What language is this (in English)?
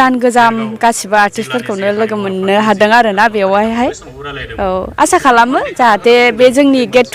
Bodo